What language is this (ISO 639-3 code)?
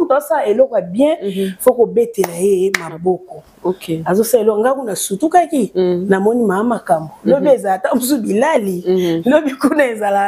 lin